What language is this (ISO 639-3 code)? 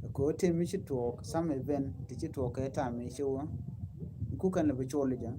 nus